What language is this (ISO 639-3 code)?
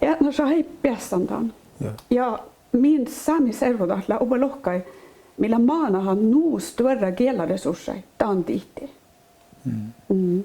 sme